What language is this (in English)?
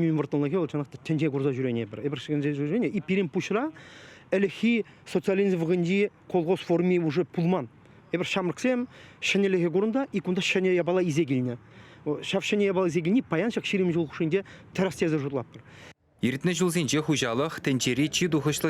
Chuvash